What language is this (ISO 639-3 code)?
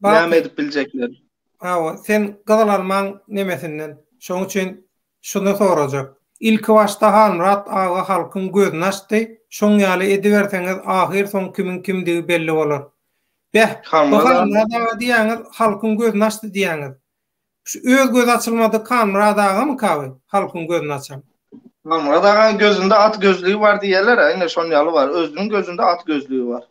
tuk